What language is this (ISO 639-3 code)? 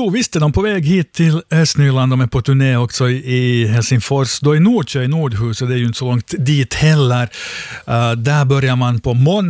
swe